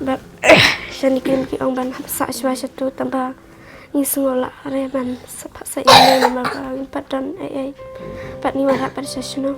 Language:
Khasi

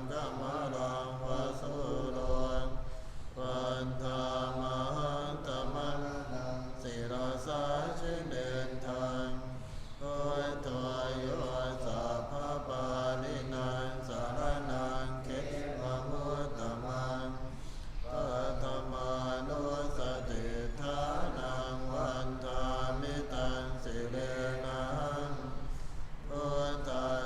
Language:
Pali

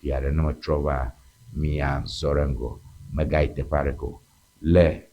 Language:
Ewe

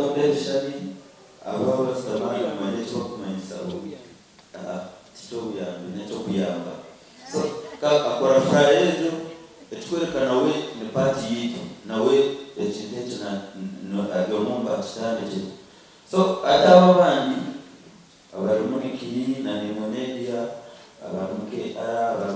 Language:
Nyankole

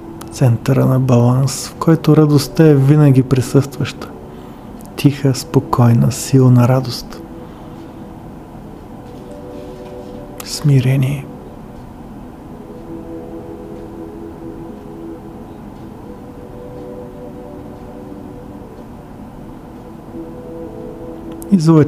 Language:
Bulgarian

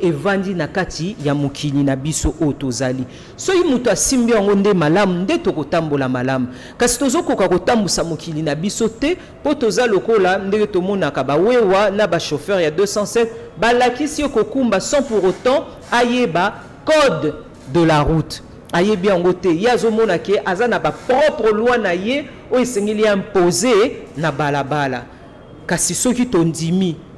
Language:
Lingala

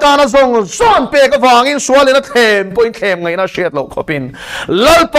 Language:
Mizo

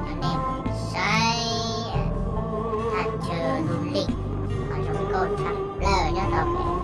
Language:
Hmong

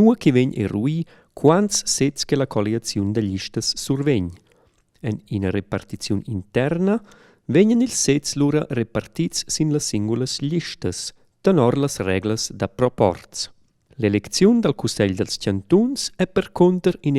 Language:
Romansh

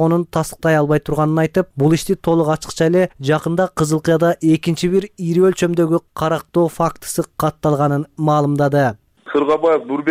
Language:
Kyrgyz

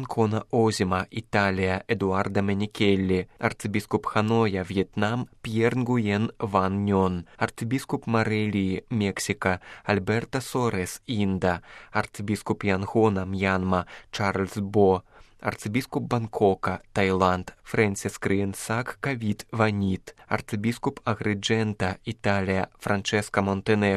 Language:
Belarusian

